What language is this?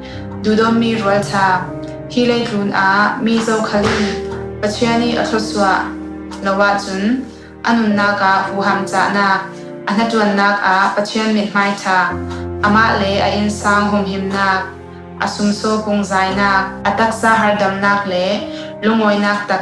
Falam Chin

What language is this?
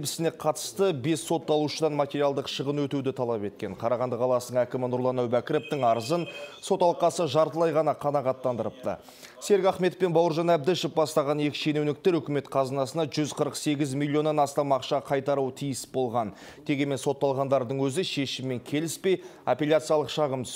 Kyrgyz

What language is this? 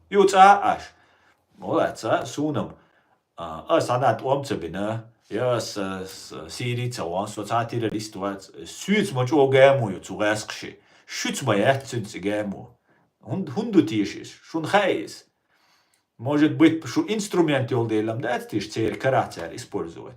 Chechen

